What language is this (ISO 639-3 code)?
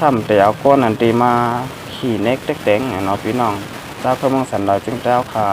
shn